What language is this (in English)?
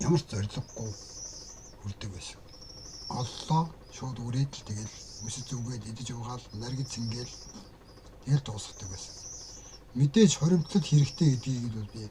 Mongolian